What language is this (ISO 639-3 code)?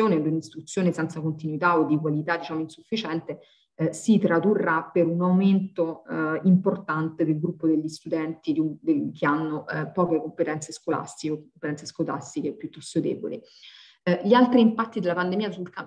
ita